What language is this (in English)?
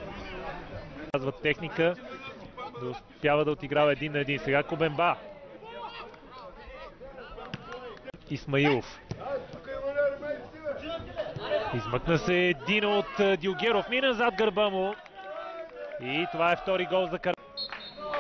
Bulgarian